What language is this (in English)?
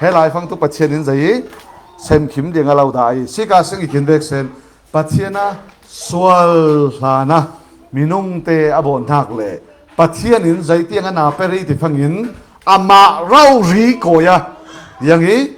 Falam Chin